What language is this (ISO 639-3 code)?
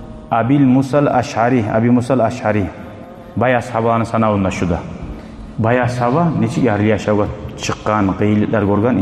kum